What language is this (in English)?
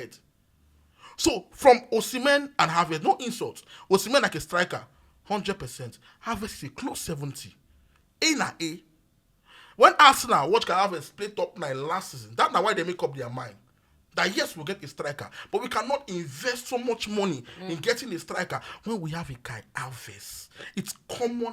Nigerian Pidgin